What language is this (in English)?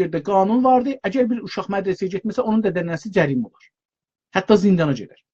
South Azerbaijani